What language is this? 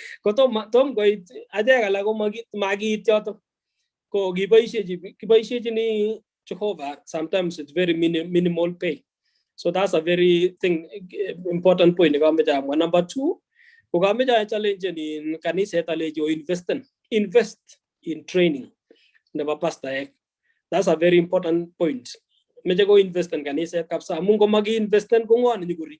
Kalenjin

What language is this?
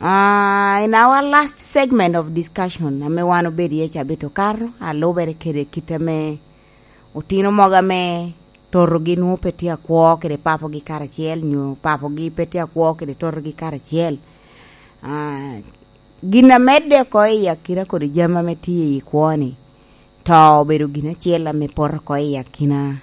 Lango (Uganda)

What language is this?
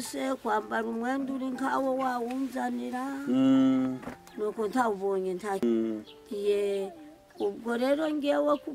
Kinyarwanda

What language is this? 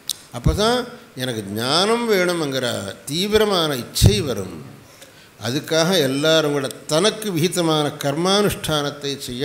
Tamil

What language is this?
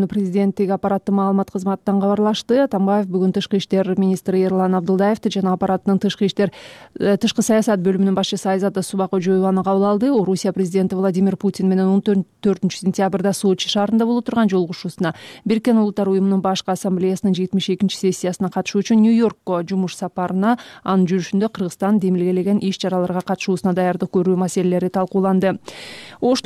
Kyrgyz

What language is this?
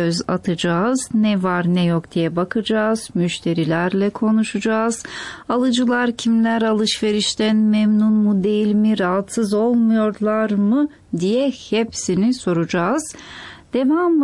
Turkish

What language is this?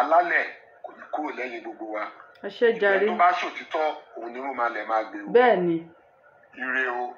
Yoruba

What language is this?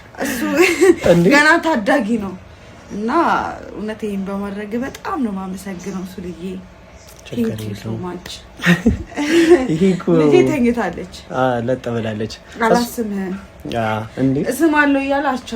Amharic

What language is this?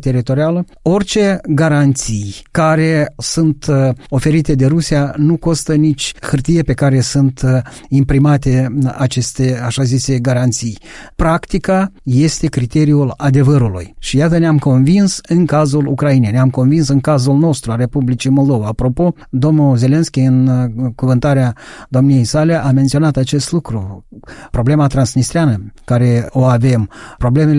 Romanian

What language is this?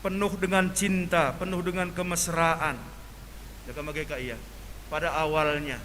Batak Karo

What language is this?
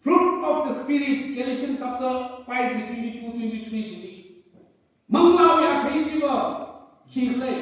Tangkhul Naga (India)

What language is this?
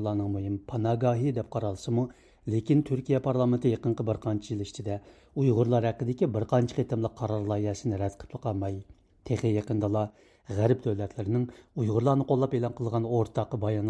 Uyghur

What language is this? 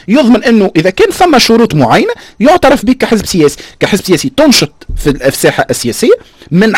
Tunisian Arabic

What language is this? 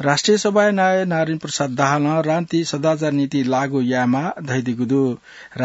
Newari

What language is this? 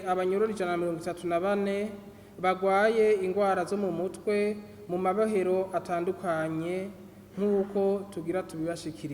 Rundi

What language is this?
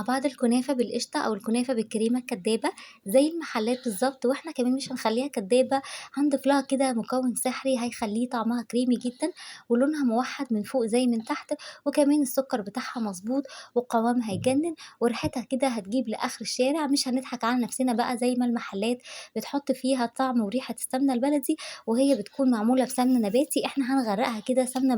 Egyptian Arabic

